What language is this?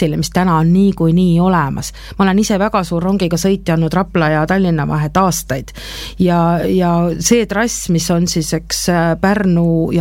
Estonian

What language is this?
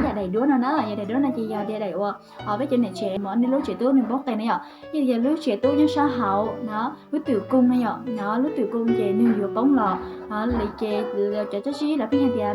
Hmong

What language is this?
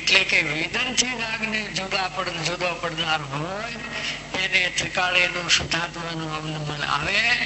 Gujarati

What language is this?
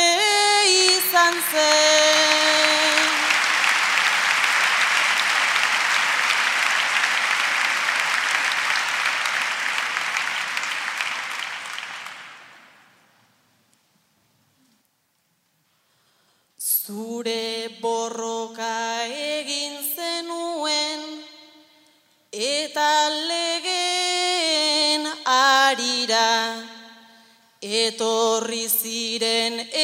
Basque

